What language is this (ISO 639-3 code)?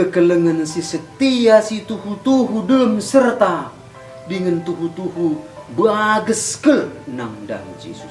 btx